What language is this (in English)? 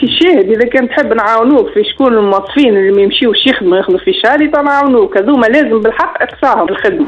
Tunisian Arabic